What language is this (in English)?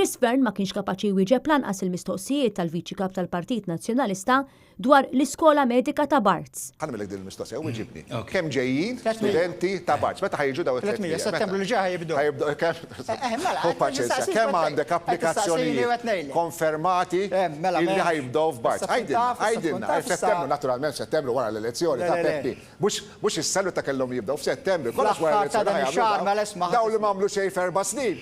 Maltese